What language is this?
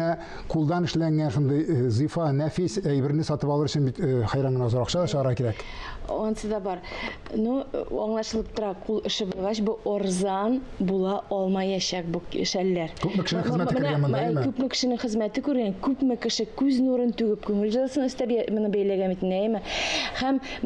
Tatar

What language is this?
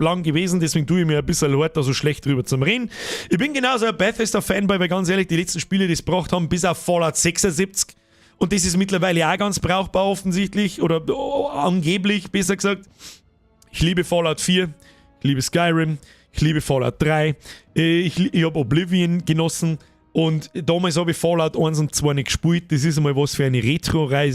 Bavarian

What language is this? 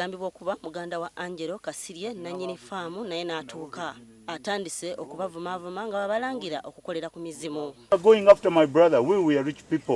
Ganda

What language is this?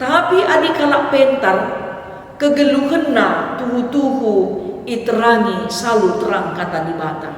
Batak Karo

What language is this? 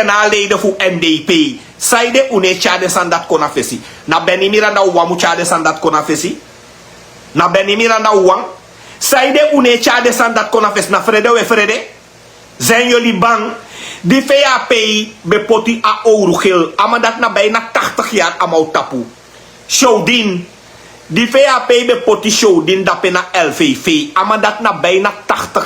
Sranan Tongo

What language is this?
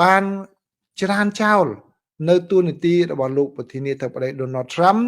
Khmer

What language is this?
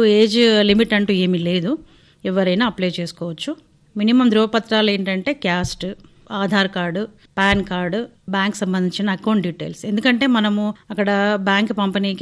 Telugu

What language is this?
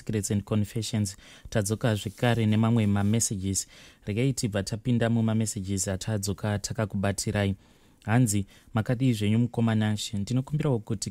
Shona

